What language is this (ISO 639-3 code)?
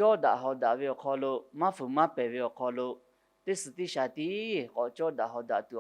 lhu